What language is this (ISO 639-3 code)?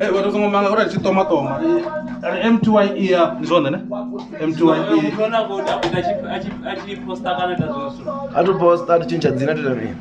ven